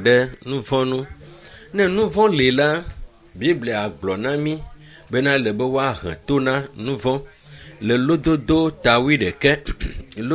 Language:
Ewe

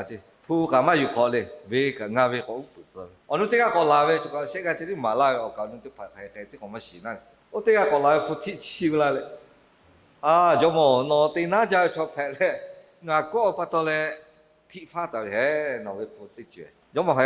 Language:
Lahu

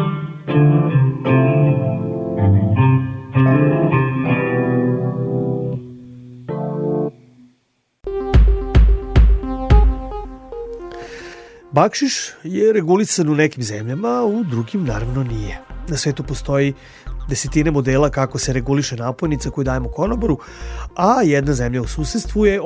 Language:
Serbian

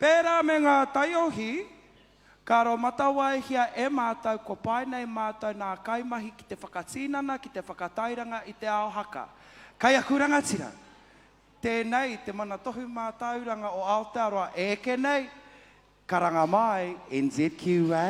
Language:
Māori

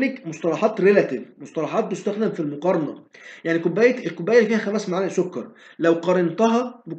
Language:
Egyptian Arabic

